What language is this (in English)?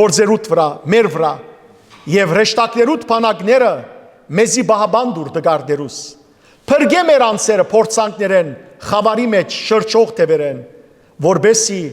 Western Armenian